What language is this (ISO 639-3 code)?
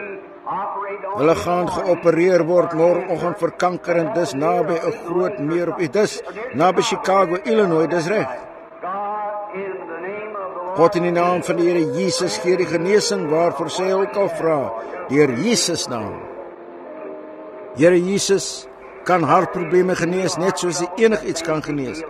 afr